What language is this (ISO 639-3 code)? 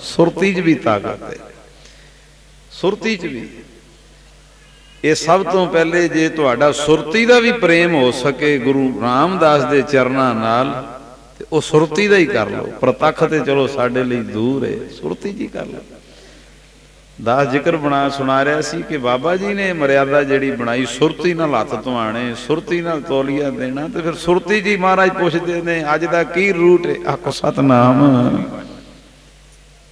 pan